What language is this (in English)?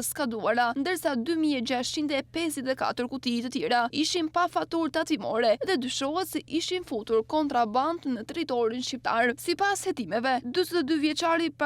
Albanian